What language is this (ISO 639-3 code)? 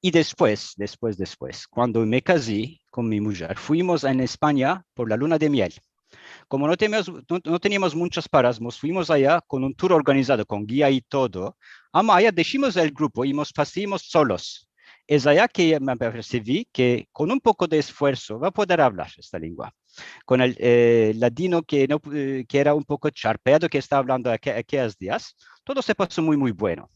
lad